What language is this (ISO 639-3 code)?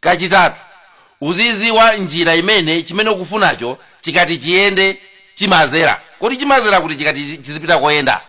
nya